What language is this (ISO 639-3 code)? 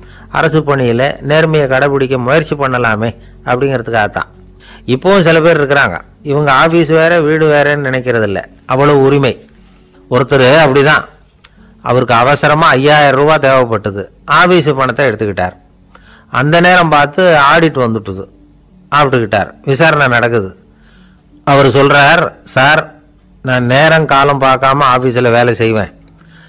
tam